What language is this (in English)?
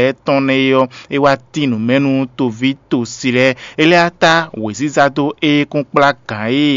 Fon